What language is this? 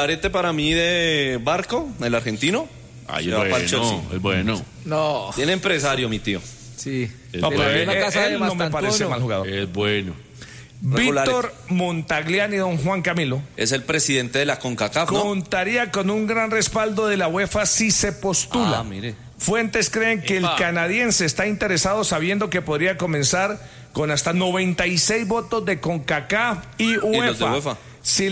Spanish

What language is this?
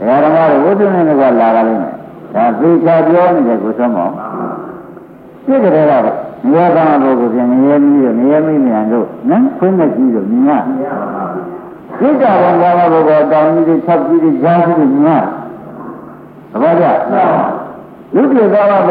Burmese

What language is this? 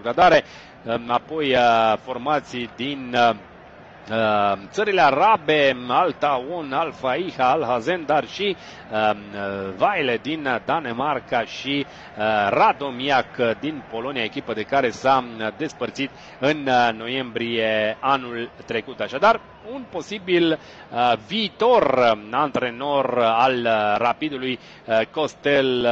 Romanian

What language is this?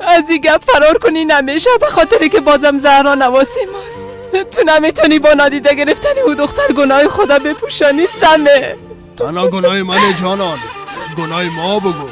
Persian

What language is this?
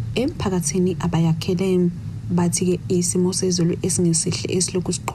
Zulu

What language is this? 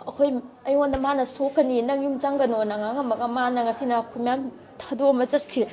Manipuri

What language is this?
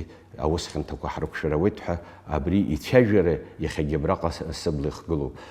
Abkhazian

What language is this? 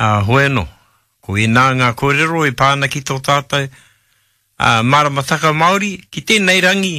Māori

